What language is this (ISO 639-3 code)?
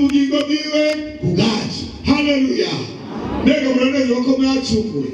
run